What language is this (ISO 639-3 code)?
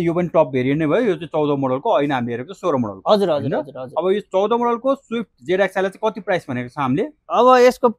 nep